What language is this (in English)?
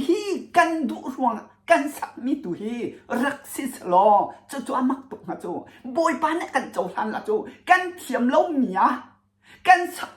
Hakha Chin